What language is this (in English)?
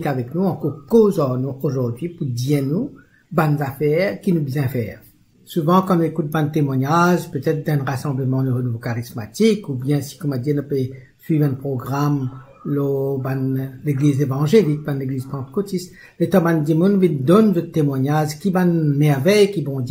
Morisyen